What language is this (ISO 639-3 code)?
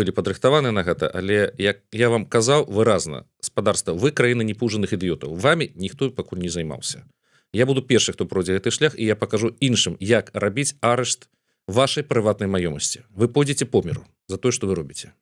bel